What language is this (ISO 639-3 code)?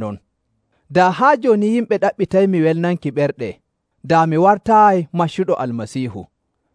fuv